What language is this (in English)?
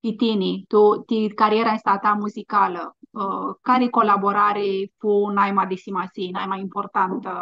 Aromanian